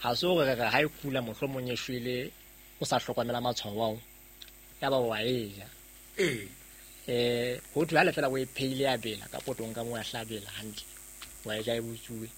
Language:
Southern Sotho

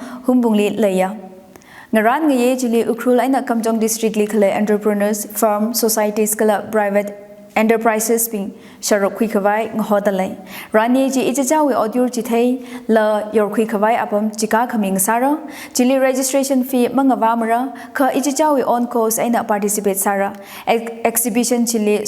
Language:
Tangkhul Naga (India)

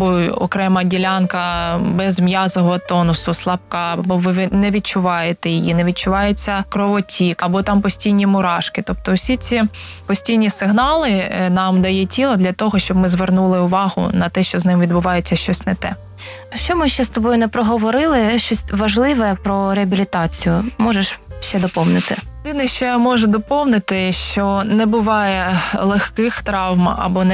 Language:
Ukrainian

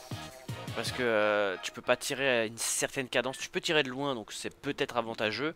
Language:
French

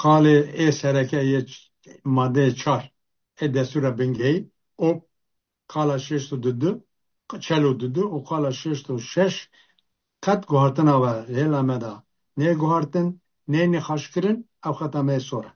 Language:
Kurdish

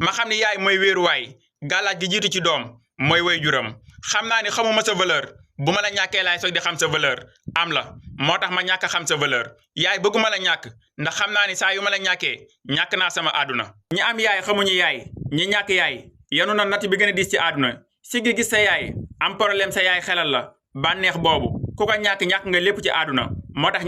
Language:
Wolof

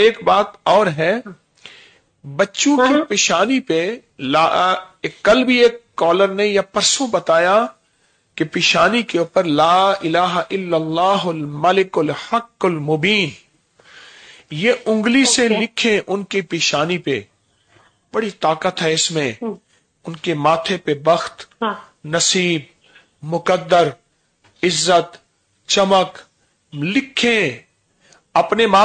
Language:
Urdu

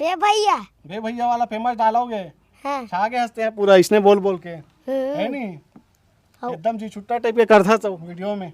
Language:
Chhattisgarhi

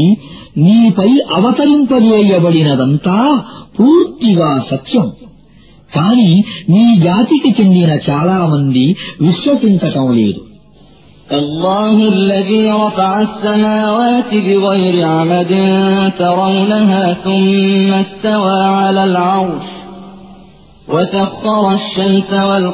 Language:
Telugu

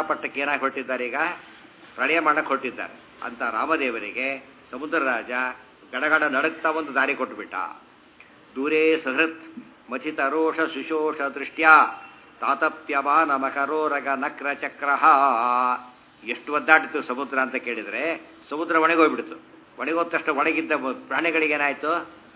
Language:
Kannada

